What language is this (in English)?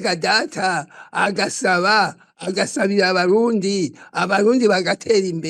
Rundi